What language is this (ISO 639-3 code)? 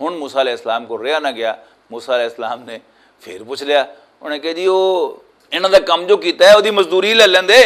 lah